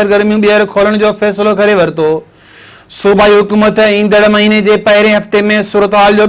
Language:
Sindhi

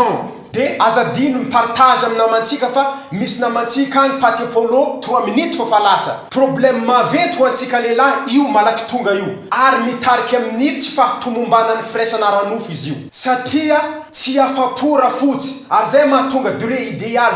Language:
Malagasy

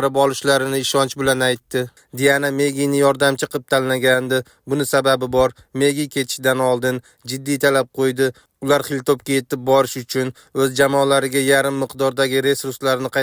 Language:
Uzbek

